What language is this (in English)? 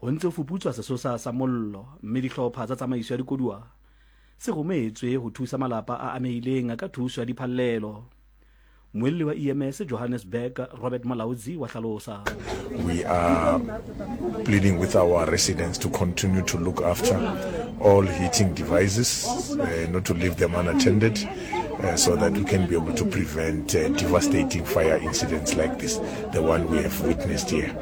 Southern Sotho